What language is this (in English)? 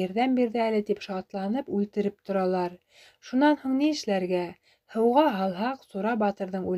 Bashkir